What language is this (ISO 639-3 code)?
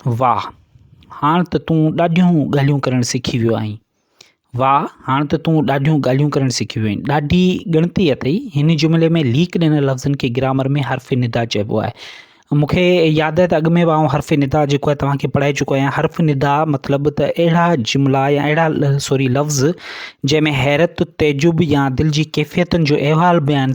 snd